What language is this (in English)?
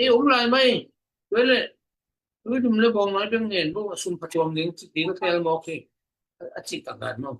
Tedim Chin